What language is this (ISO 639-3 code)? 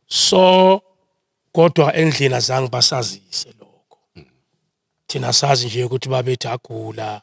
zul